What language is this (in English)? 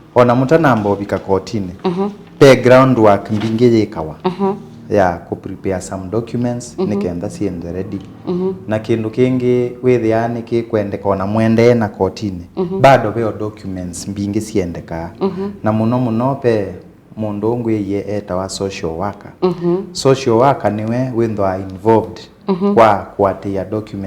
Kamba